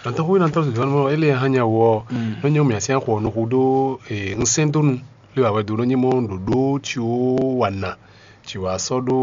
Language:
Fon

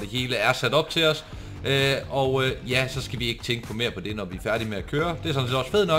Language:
Danish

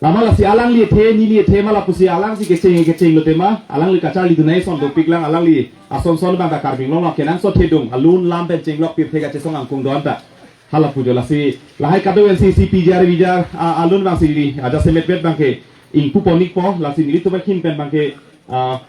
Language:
Karbi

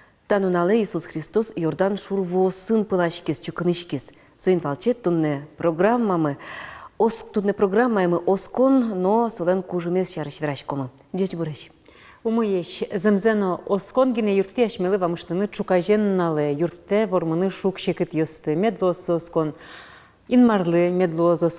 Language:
Udmurt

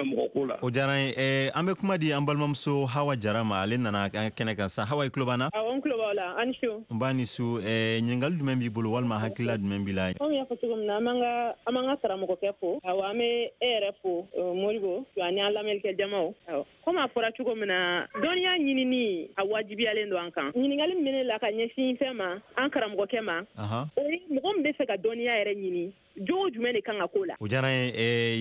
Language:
Bambara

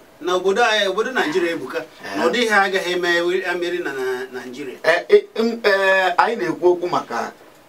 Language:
Igbo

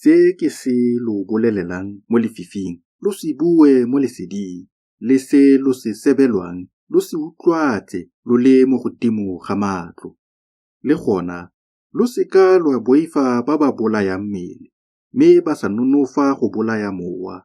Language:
Tswana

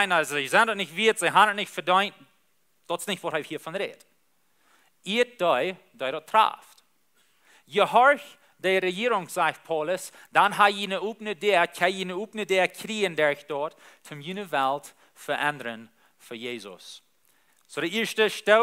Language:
Plautdietsch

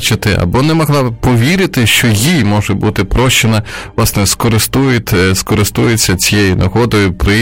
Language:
Ukrainian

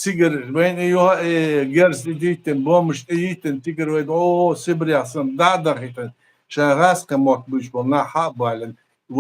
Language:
Chechen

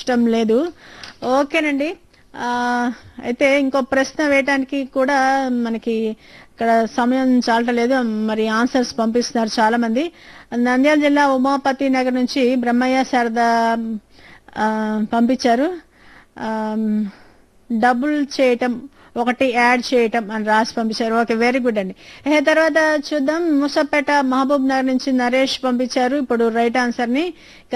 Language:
Telugu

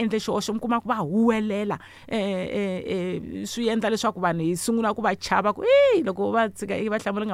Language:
Tsonga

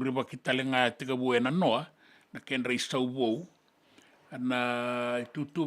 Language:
Fijian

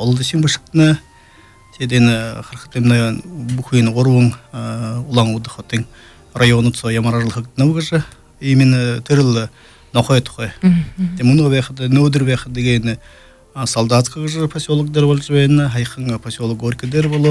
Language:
Buriat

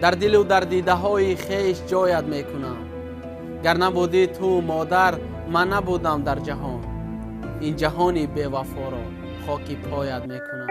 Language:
Tajik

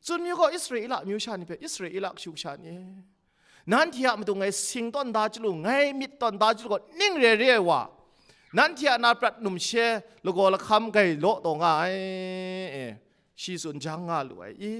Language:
Kachin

